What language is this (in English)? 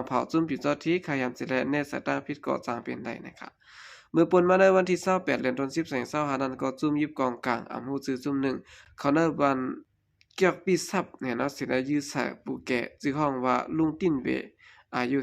Shan